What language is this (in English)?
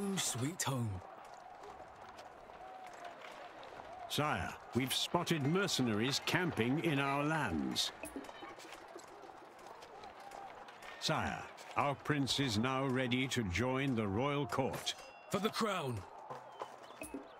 English